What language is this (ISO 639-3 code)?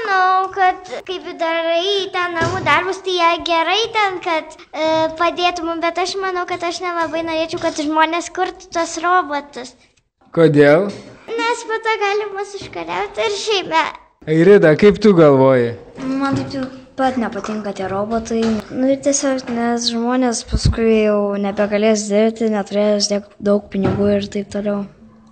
lit